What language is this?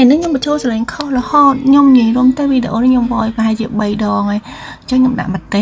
Khmer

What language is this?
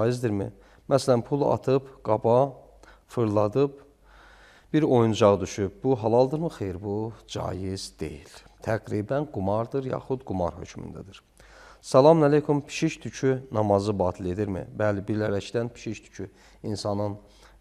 Azerbaijani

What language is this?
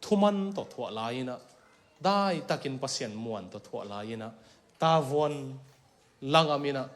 Tedim Chin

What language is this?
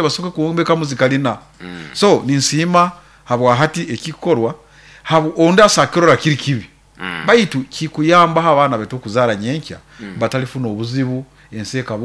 Nyoro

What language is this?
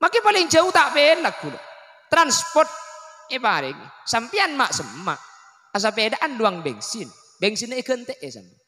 Madurese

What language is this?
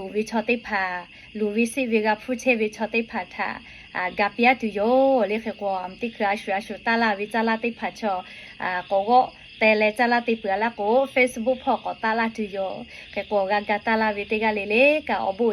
Lahu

